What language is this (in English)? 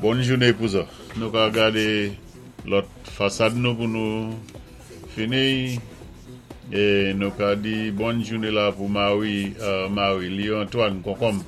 Saint Lucian Creole French